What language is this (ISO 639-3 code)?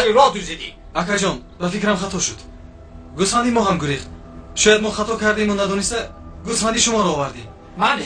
tgk